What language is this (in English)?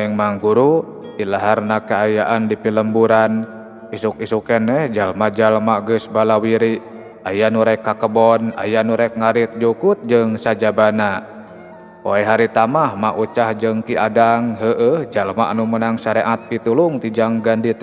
Sundanese